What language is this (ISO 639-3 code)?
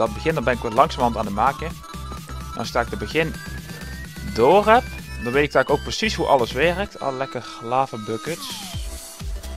nld